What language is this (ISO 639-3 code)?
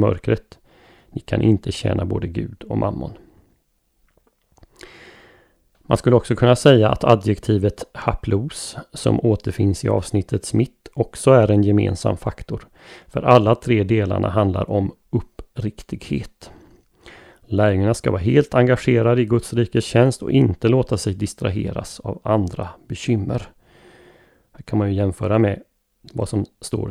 swe